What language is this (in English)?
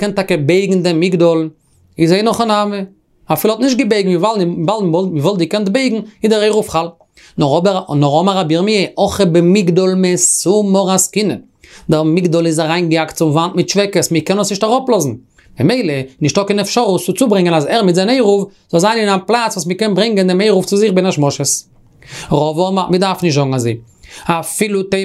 Yiddish